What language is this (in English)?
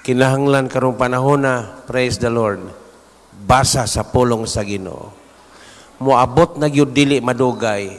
Cebuano